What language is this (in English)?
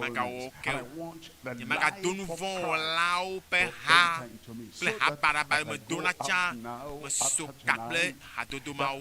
Ewe